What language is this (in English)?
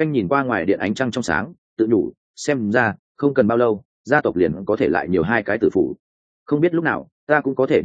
Vietnamese